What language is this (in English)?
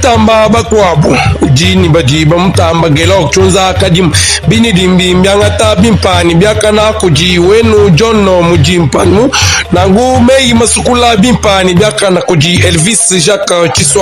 Luba-Lulua